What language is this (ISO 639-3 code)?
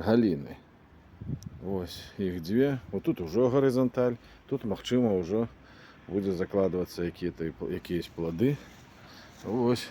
bel